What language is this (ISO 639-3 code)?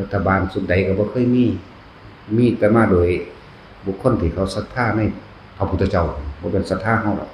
tts